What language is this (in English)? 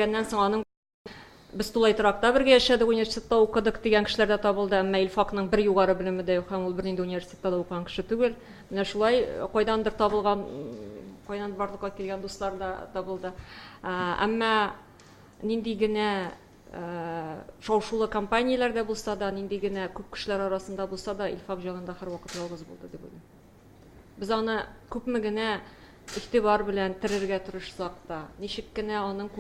Tatar